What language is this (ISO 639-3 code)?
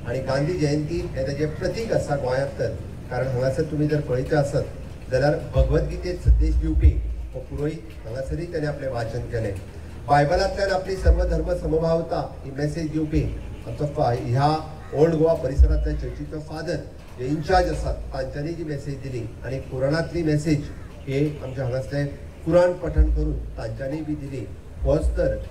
kok